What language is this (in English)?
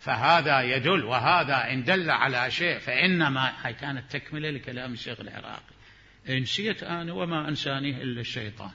Mesopotamian Arabic